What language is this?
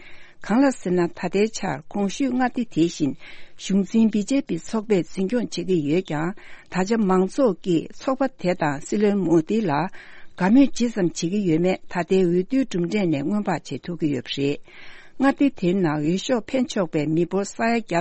Tibetan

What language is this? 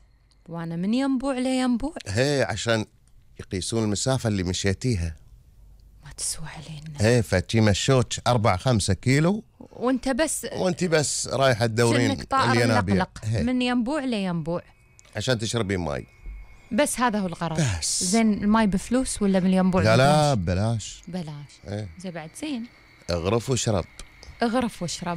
Gulf Arabic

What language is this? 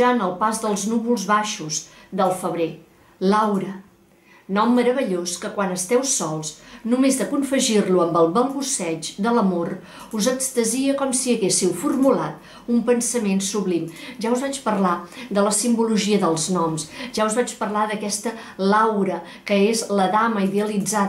Catalan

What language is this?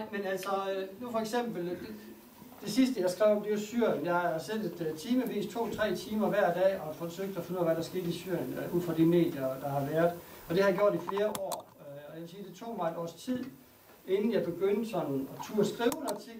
Danish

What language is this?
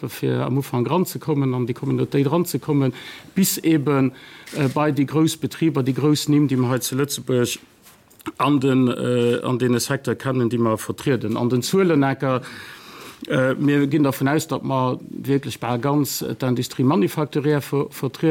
Luxembourgish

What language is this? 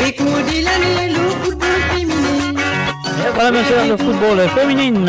Morisyen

